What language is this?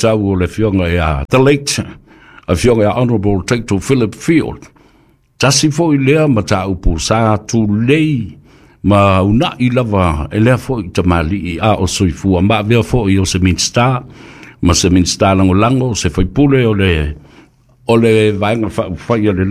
Samoan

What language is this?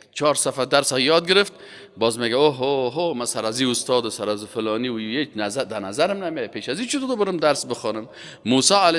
Persian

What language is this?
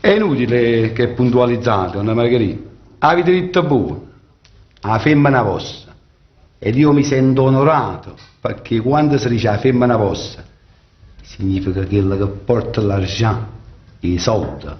Neapolitan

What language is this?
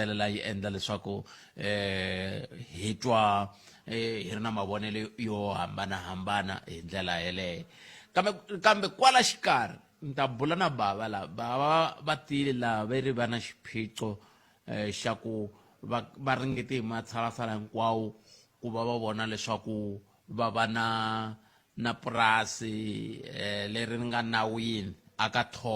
Tsonga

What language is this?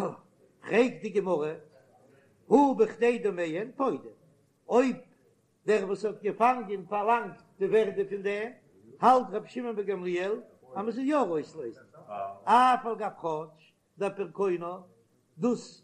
Yiddish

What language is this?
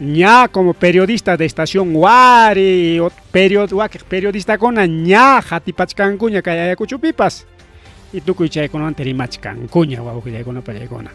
Ayacucho Quechua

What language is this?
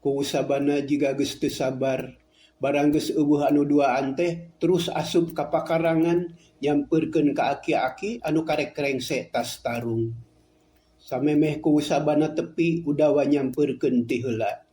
Sundanese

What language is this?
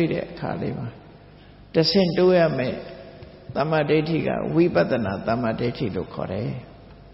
Burmese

